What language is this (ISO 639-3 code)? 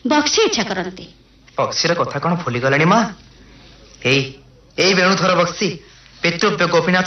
ori